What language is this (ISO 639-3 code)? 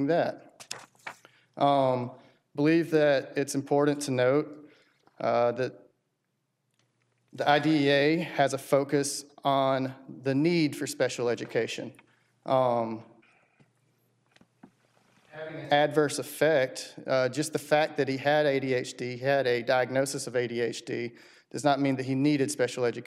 eng